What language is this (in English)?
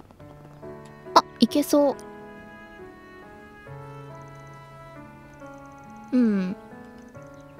Japanese